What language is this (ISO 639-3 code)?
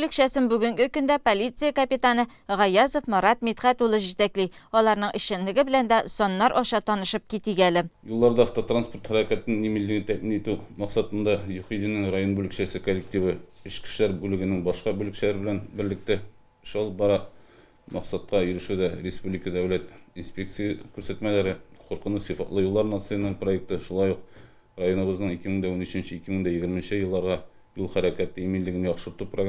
tat